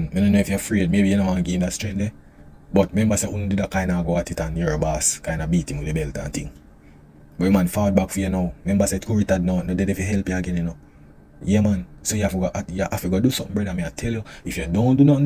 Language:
Jamaican Creole English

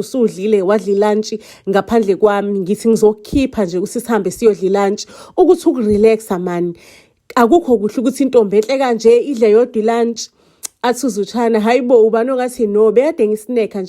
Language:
Zulu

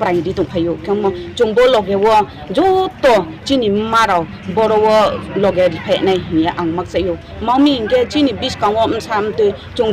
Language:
Riang (India)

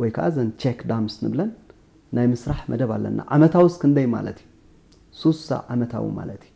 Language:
Tigrinya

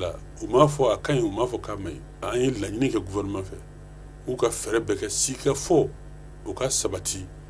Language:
Bambara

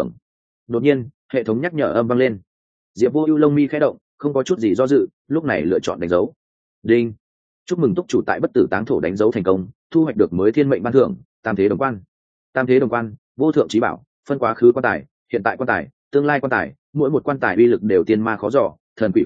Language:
Vietnamese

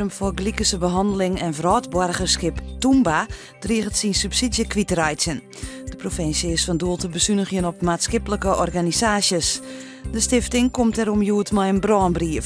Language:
Western Frisian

